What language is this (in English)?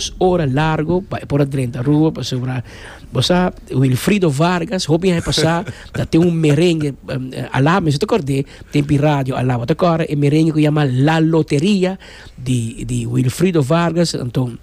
Papiamento